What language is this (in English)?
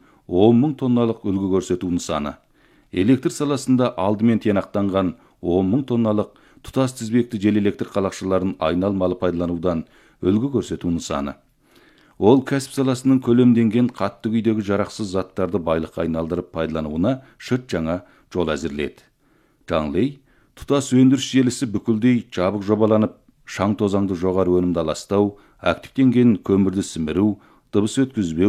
Kazakh